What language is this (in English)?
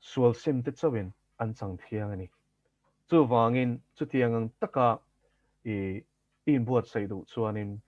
Mizo